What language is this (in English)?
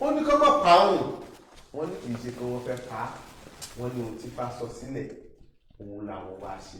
Yoruba